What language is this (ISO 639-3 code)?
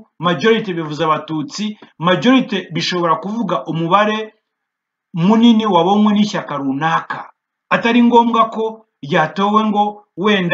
kin